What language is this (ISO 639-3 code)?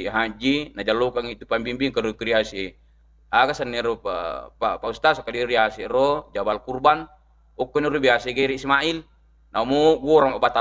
bug